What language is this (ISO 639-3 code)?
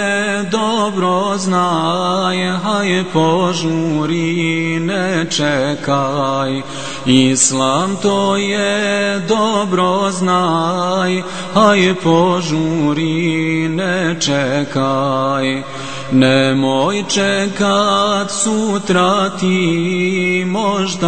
bos